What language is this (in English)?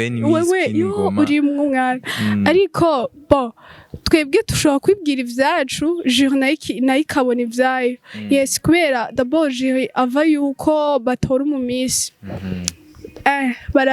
Rundi